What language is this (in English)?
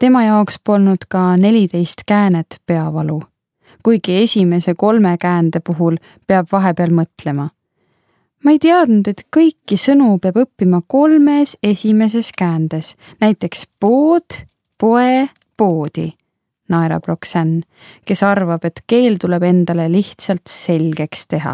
Estonian